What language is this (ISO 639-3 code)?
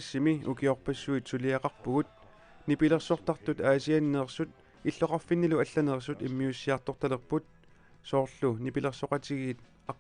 kal